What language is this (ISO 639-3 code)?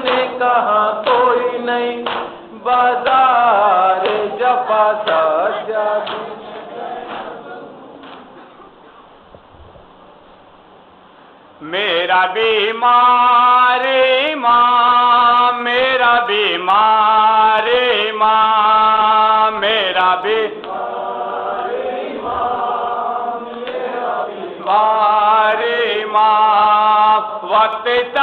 urd